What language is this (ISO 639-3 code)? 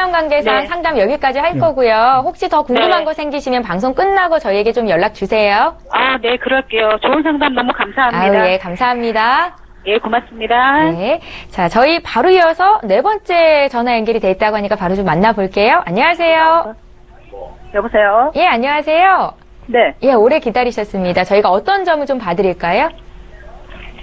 kor